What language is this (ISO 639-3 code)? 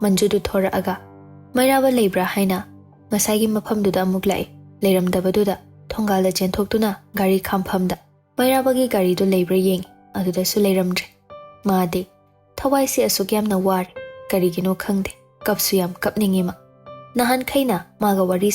mni